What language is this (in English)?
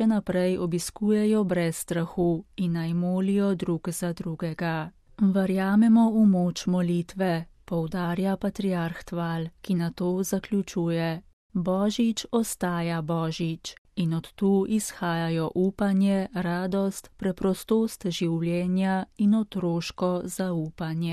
Slovenian